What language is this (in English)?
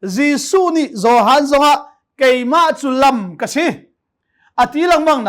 Hakha Chin